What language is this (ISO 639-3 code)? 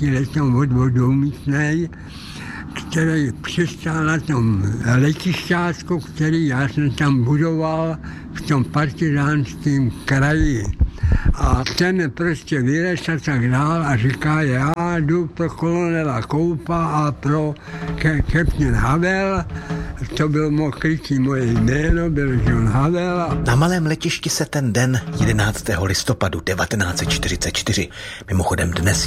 ces